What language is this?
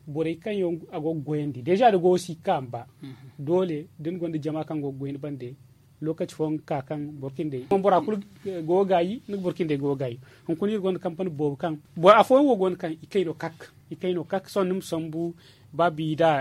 Zarma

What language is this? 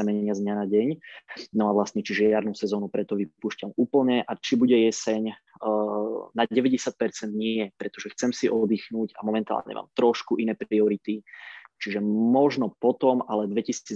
Slovak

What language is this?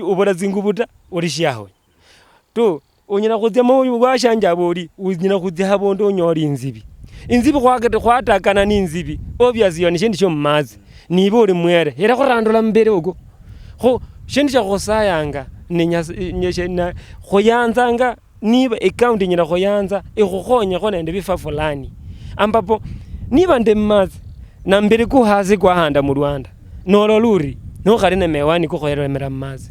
Luyia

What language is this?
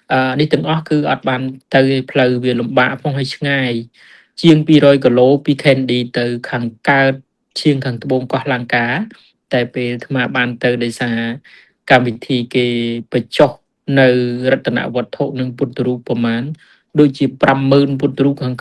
Khmer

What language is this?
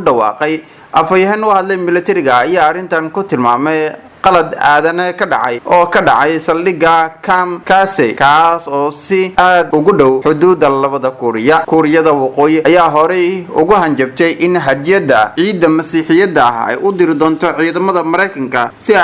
Somali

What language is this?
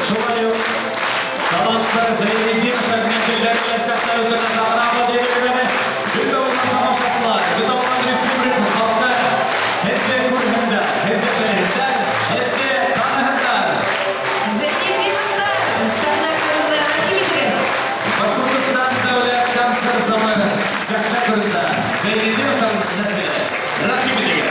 Bashkir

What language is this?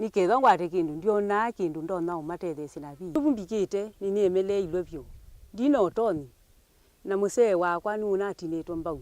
Kamba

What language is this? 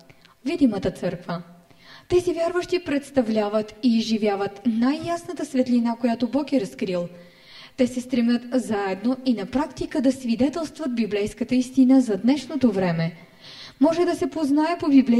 Bulgarian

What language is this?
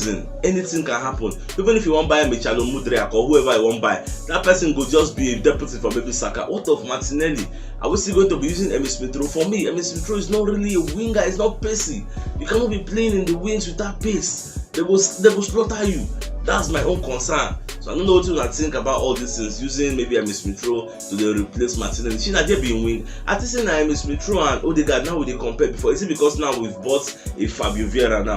Nigerian Pidgin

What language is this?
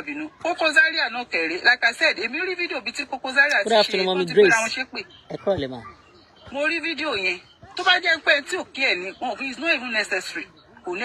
Yoruba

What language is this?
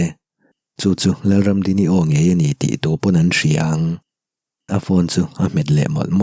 Mizo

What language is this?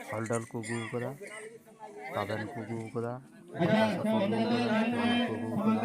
Santali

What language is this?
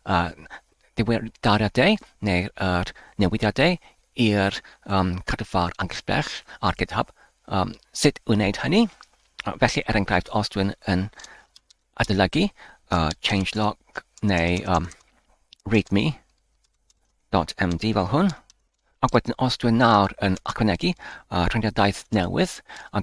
Welsh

